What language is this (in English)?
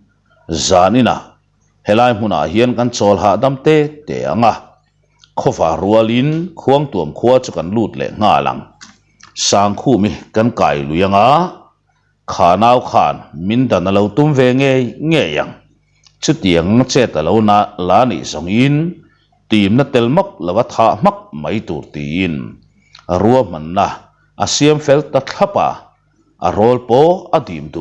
Mizo